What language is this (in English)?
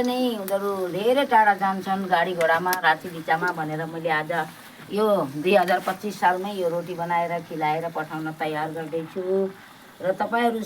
Nepali